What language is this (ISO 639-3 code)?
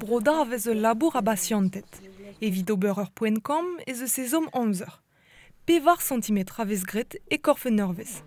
bre